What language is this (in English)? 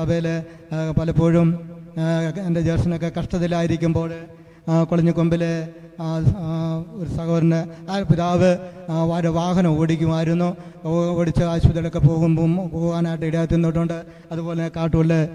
Malayalam